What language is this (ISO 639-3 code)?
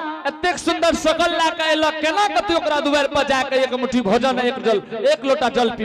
anp